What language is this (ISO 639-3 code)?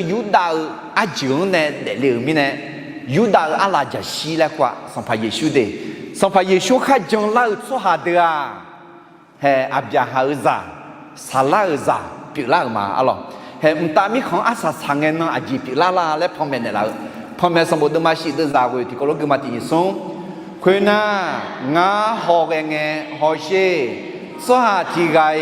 ahk